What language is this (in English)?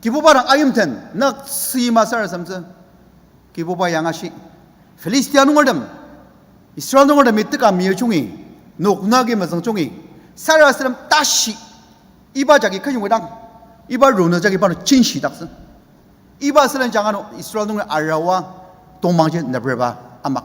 Ao Naga